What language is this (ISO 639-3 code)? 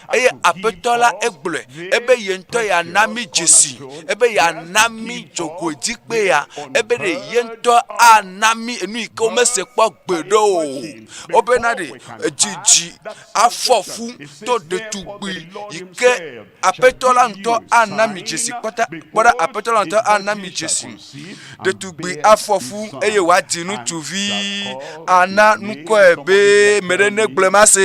ewe